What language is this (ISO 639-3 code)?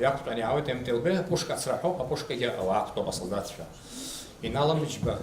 abk